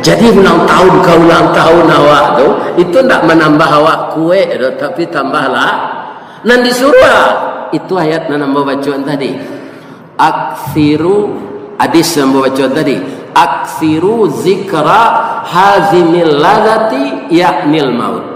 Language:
Minangkabau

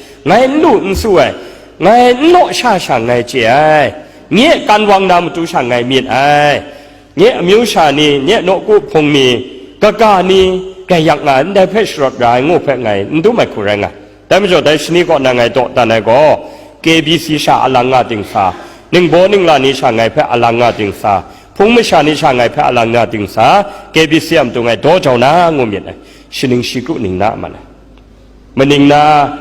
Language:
Kachin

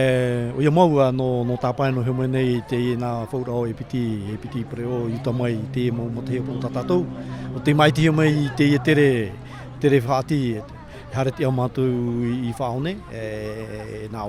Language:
Tahitian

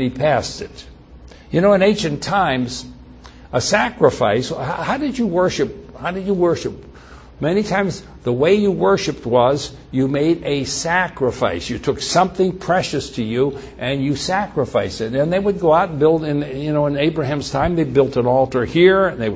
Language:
English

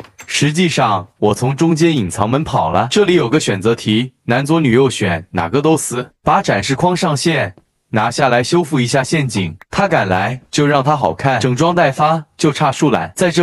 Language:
Chinese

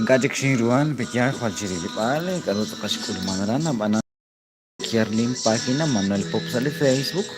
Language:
Kekchí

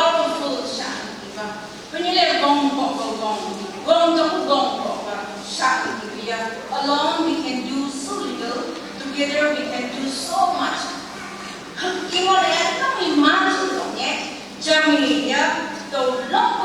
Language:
Phom Naga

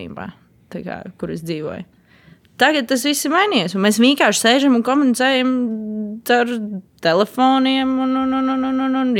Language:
Latvian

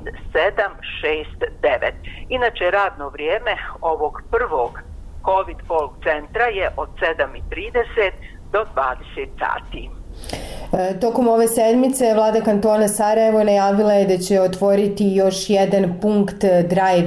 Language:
Bosnian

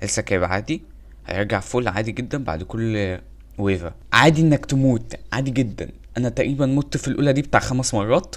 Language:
Egyptian Arabic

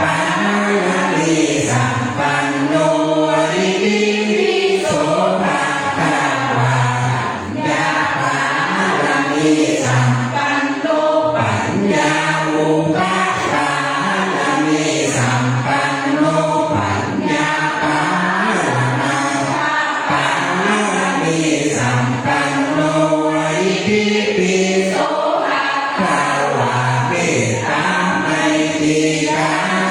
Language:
Pali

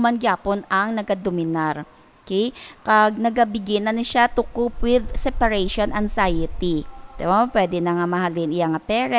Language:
Hiligaynon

